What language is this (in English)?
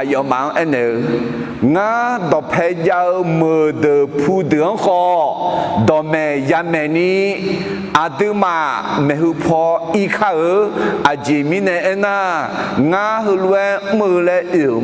Akha